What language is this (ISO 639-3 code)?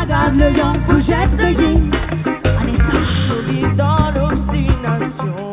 rcf